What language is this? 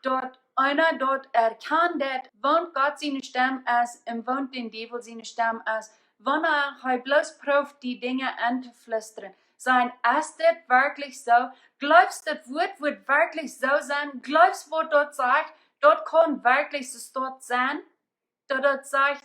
Plautdietsch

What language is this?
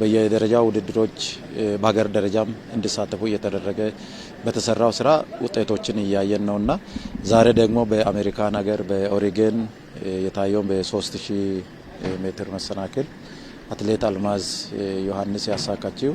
Amharic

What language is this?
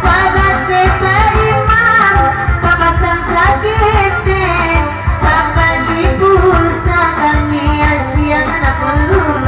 Minangkabau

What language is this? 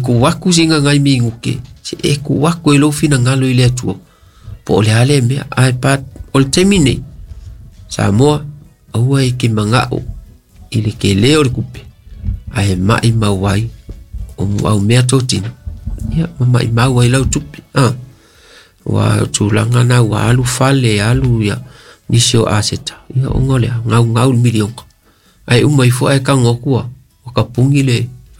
Samoan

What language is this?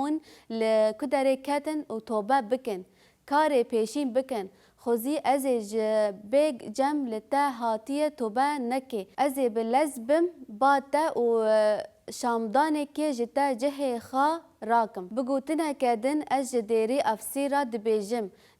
Kurdish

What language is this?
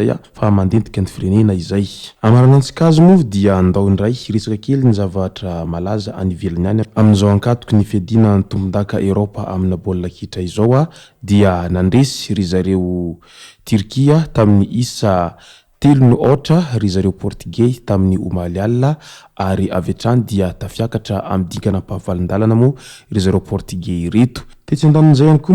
Malagasy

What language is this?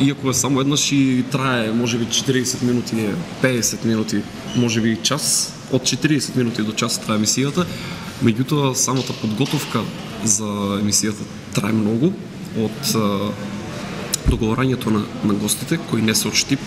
Macedonian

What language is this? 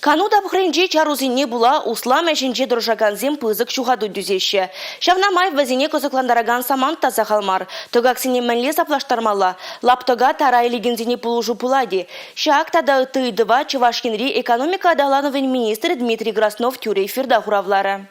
Chuvash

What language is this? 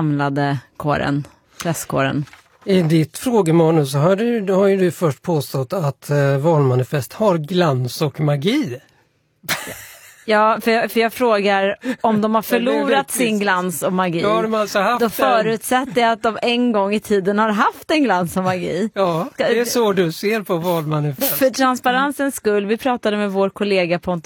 Swedish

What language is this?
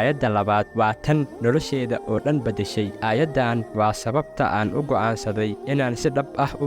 Somali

